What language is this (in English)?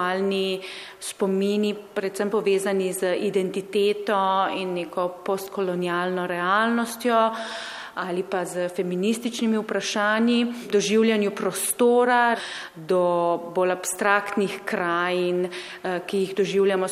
Slovenian